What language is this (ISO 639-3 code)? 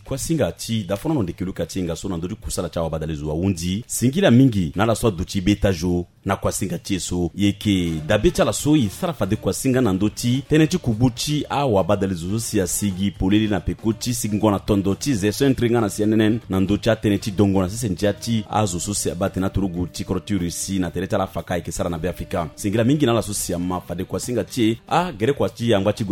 sag